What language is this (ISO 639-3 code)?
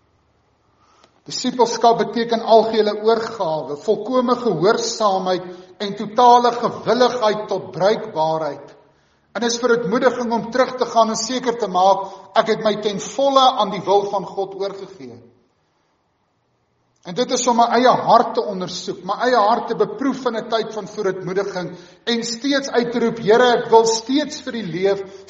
afr